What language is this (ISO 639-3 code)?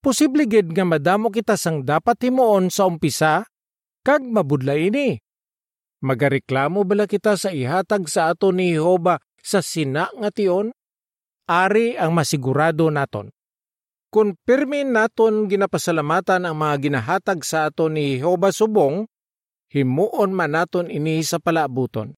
hil